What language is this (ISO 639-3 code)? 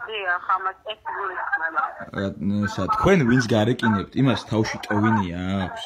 kat